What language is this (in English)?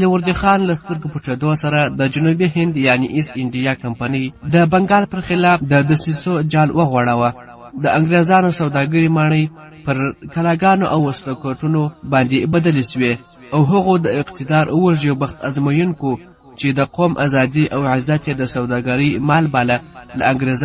Pashto